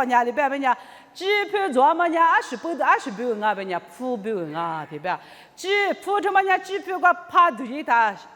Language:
Lisu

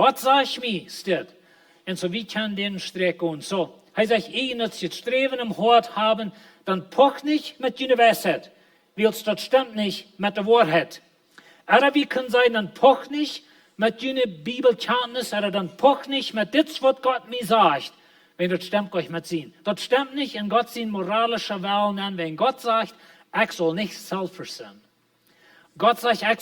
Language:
Plautdietsch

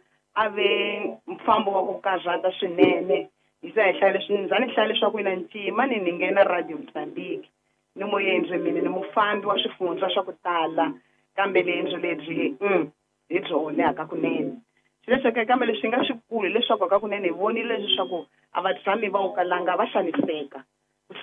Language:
Tsonga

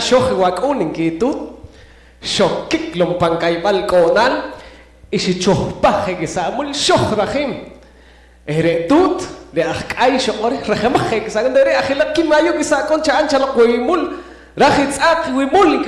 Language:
Poqomchi'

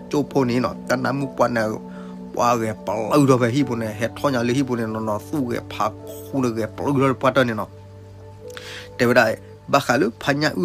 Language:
S'gaw Karen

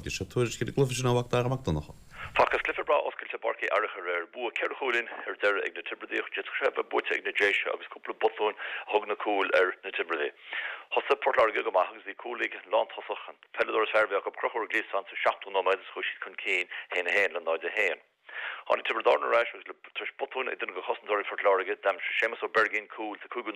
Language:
Irish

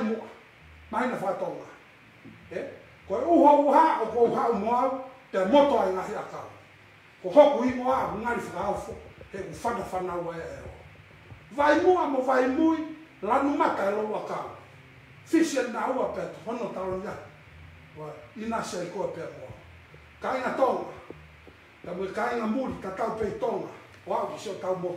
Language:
Tongan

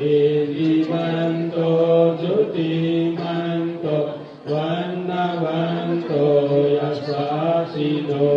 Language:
Pali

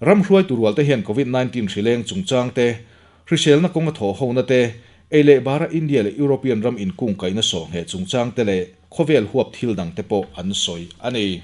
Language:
Mizo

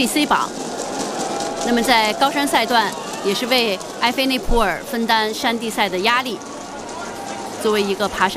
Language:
Chinese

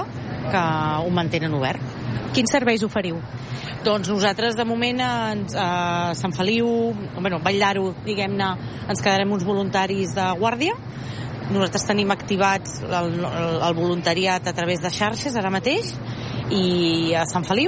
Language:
Catalan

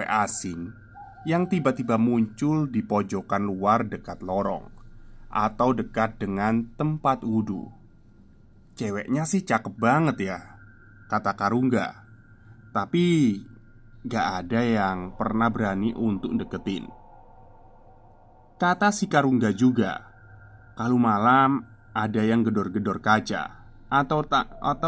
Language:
Indonesian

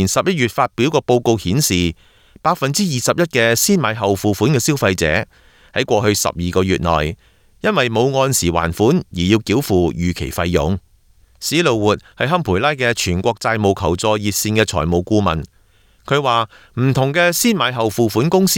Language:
Cantonese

